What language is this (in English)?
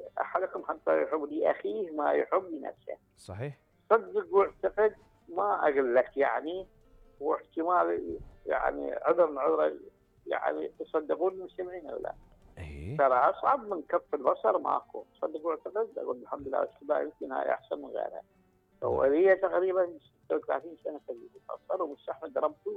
Mesopotamian Arabic